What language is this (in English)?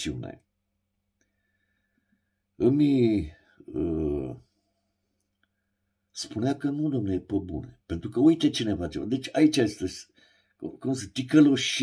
Romanian